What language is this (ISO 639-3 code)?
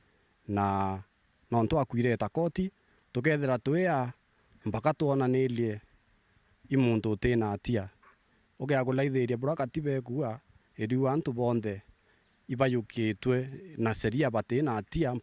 mer